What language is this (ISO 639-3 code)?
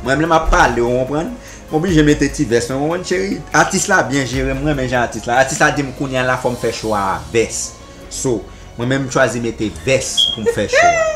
hat